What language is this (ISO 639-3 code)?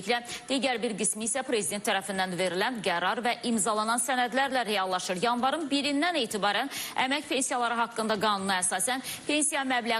aze